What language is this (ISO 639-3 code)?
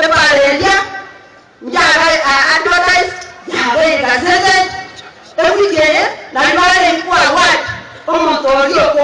guz